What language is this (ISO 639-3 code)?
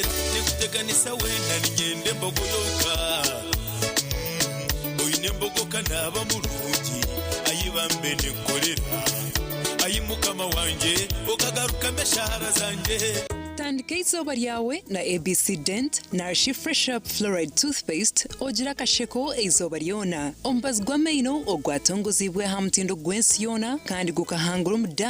nyn